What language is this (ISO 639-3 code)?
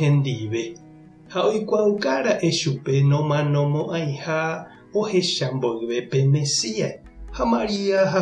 grn